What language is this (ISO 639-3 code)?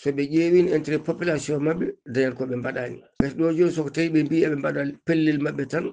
ful